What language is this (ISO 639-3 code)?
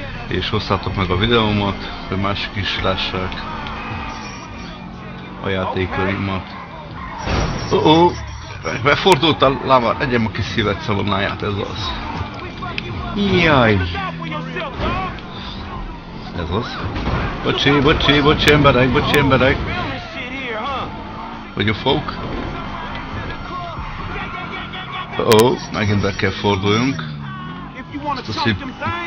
hun